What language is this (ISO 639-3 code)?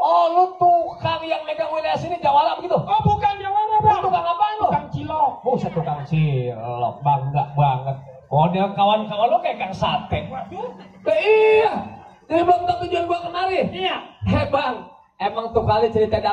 bew